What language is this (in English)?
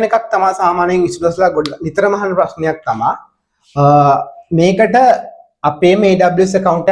Sinhala